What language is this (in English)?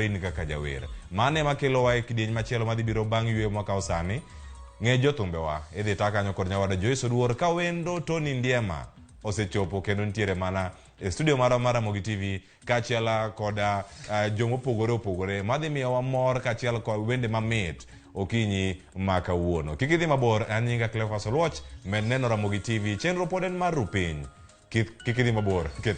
Luo (Kenya and Tanzania)